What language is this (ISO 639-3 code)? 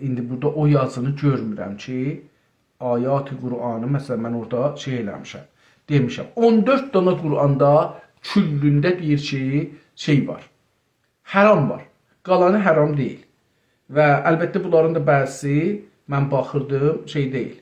azb